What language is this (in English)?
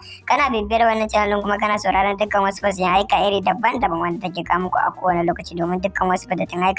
Hausa